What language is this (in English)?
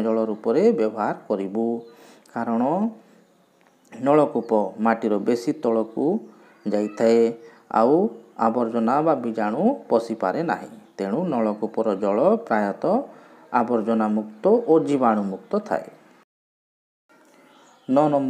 Odia